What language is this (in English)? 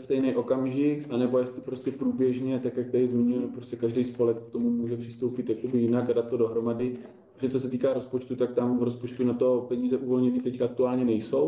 Czech